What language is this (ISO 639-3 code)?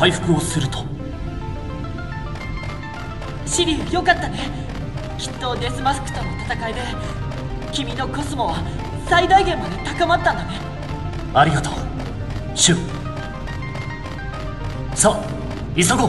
jpn